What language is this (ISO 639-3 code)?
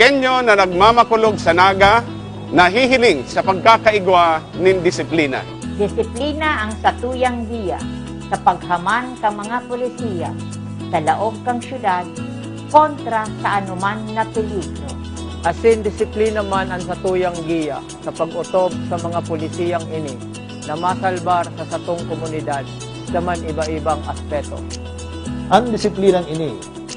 bik